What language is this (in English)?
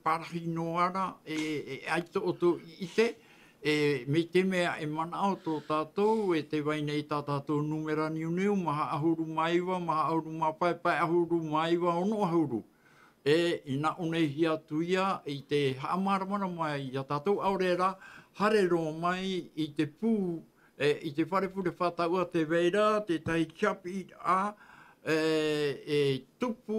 Tahitian